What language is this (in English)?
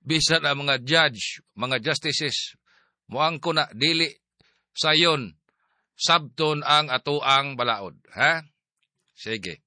Cebuano